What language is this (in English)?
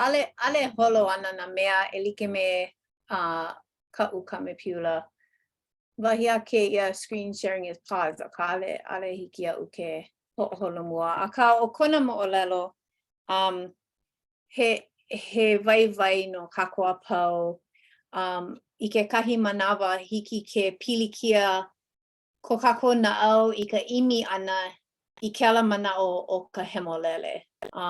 Hawaiian